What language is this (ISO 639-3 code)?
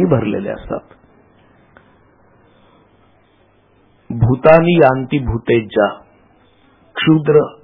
mar